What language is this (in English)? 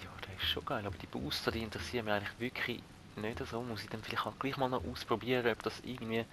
Swiss German